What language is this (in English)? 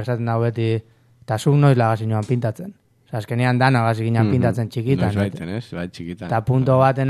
Basque